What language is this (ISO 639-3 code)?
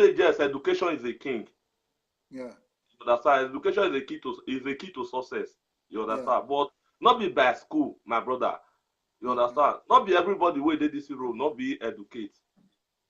pcm